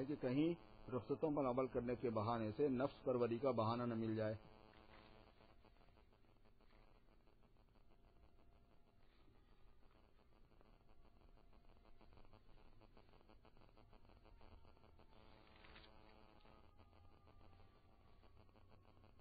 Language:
Urdu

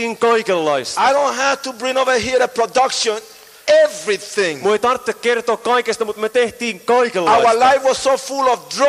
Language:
Finnish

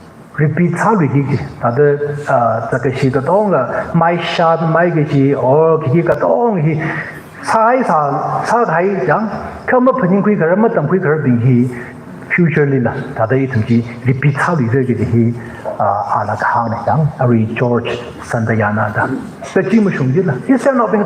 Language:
Tangkhul Naga (India)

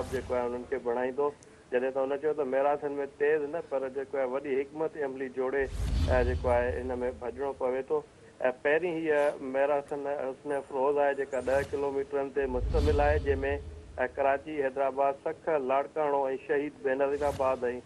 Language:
Sindhi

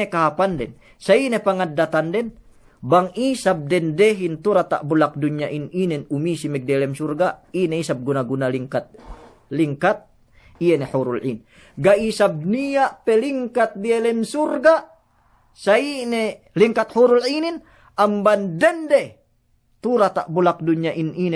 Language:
Yakan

